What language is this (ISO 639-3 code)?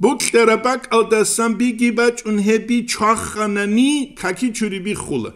ava